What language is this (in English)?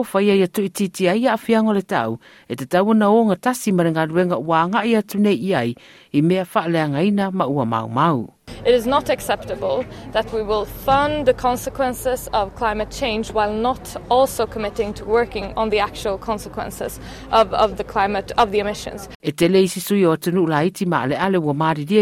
Samoan